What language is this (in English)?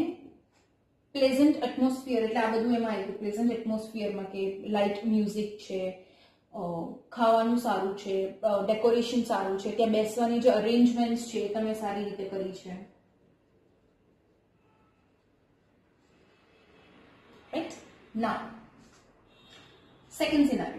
Gujarati